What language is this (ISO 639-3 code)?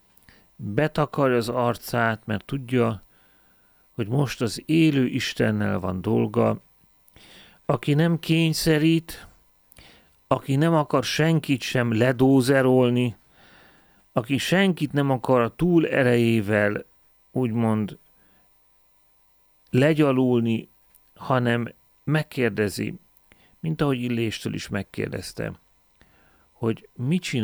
hun